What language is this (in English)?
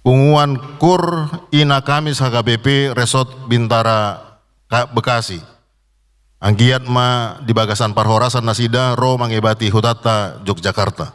Batak Toba